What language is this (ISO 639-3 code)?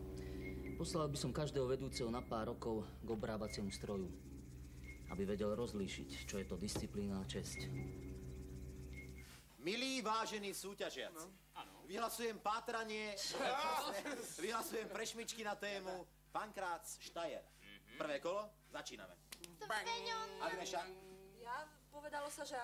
slk